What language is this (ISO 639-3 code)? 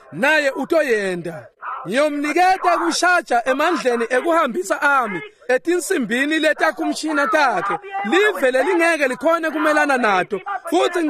ssw